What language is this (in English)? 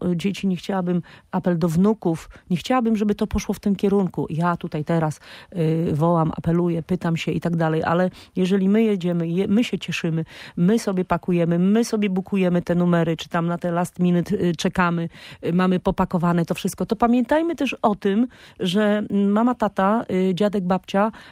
Polish